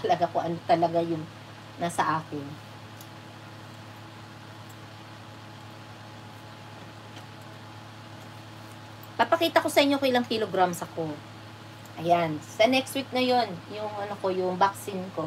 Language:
Filipino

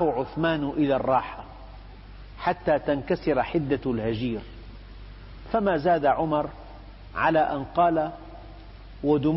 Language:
Arabic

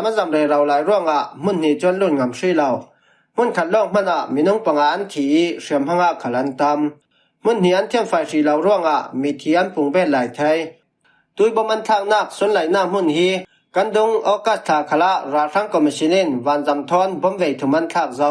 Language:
Falam Chin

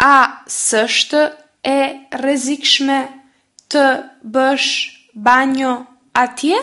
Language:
Albanian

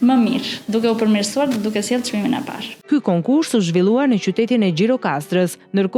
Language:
Albanian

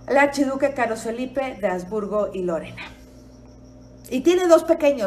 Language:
Spanish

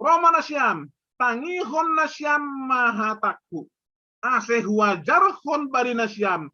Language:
Batak Simalungun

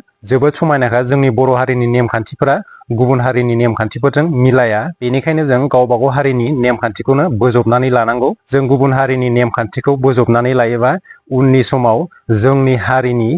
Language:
Bodo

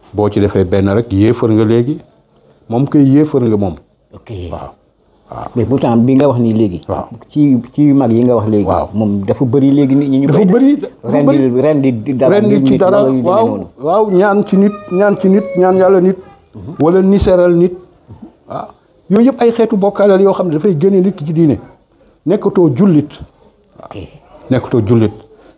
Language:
Wolof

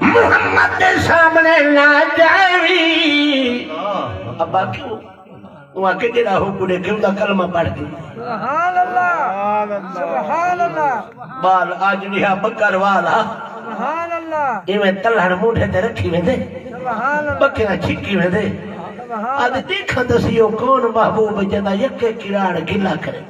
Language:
Saraiki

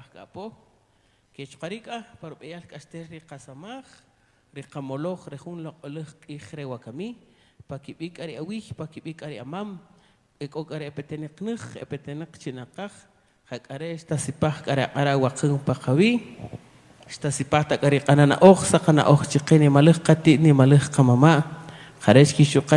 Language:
Kaqchikel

